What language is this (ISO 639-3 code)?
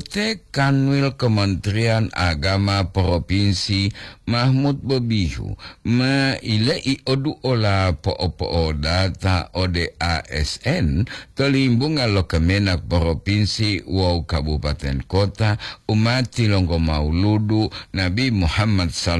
gor